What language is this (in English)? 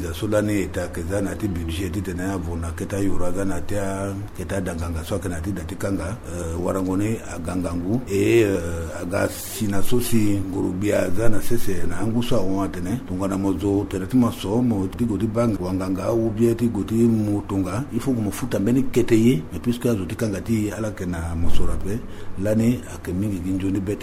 Sango